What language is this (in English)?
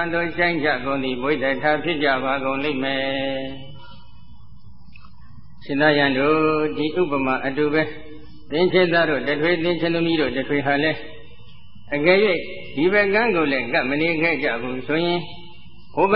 Burmese